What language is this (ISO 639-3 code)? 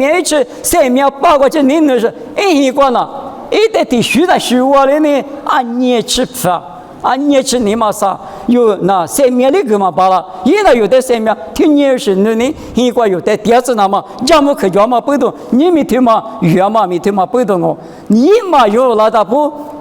lis